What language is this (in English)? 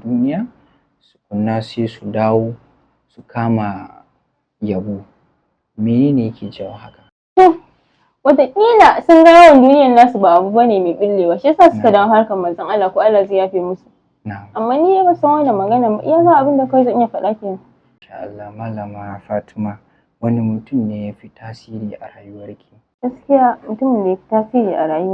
Hausa